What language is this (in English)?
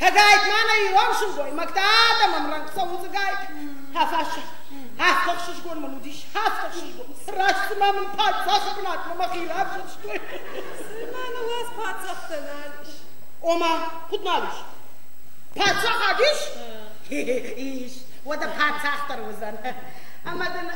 Ossetic